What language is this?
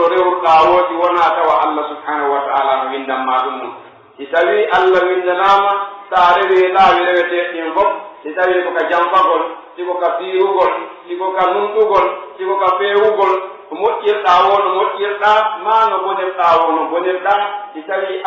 Pular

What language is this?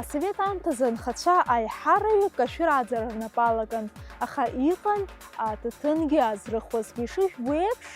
Abkhazian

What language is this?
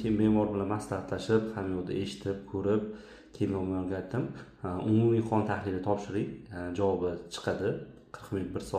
Uzbek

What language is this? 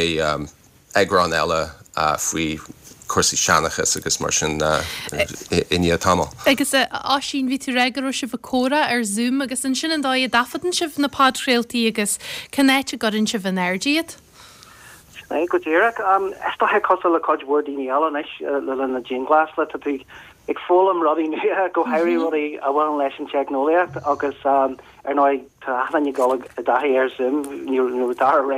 Irish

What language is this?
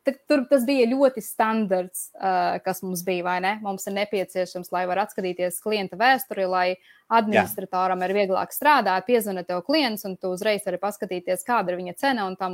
Latvian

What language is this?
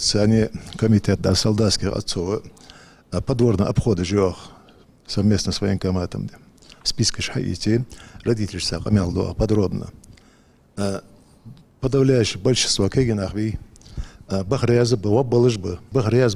Ingush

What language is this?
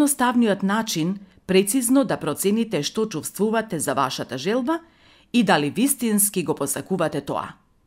Macedonian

